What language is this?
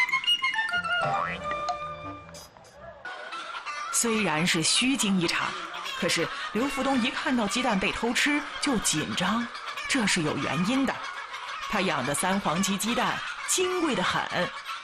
Chinese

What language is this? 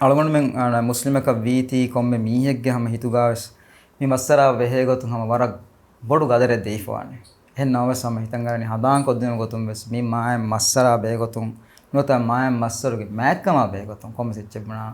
Divehi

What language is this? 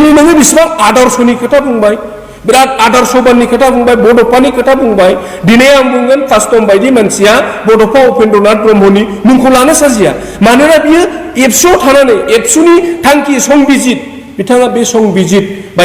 Bodo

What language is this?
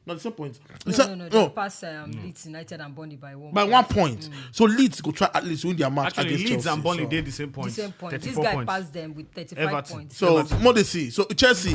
Nigerian Pidgin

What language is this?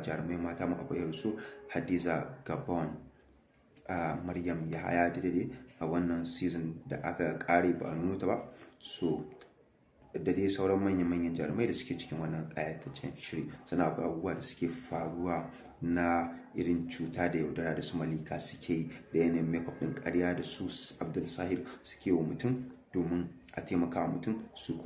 Hausa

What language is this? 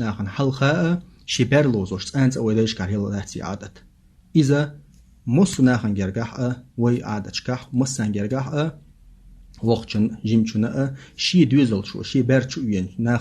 Chechen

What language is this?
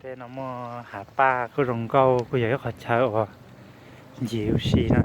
Hmong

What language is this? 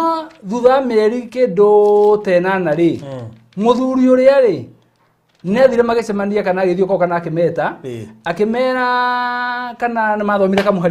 Kikuyu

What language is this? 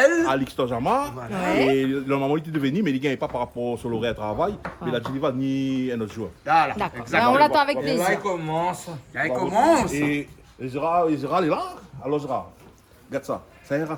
Réunion Creole French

